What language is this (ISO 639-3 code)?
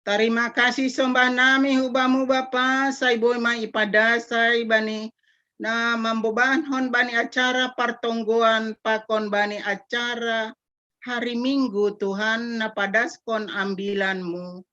bts